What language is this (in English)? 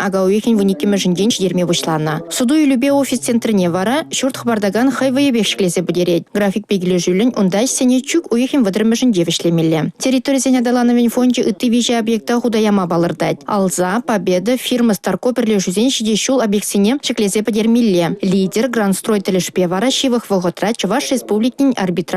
Chuvash